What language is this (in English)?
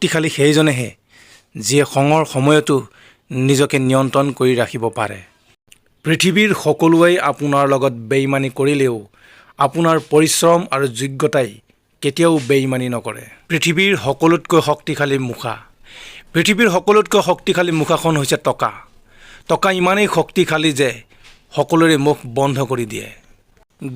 Assamese